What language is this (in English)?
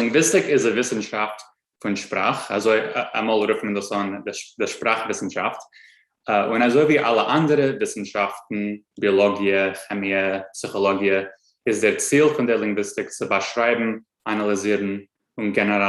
Yiddish